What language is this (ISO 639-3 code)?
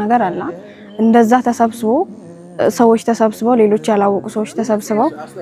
amh